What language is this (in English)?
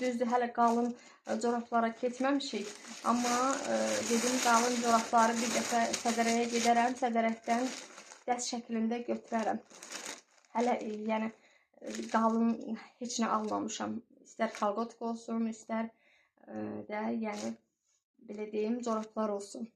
Azerbaijani